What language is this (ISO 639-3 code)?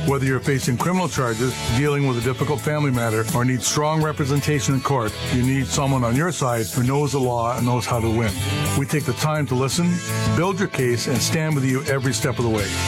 eng